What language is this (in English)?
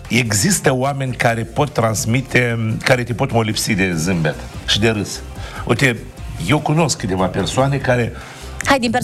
Romanian